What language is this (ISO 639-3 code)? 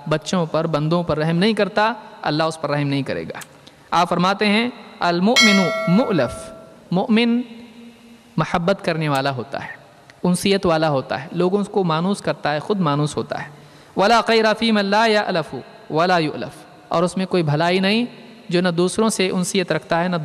urd